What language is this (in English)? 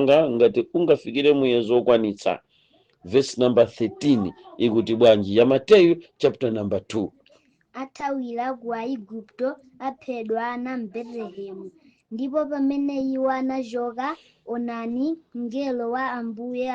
Nyanja